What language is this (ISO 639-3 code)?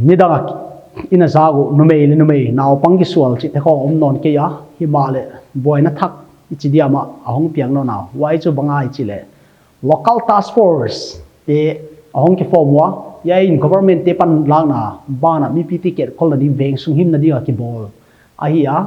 pck